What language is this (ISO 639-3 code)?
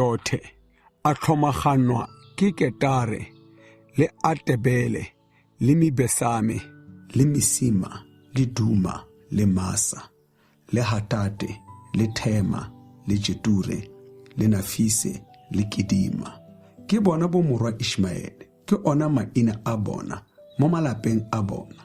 tsn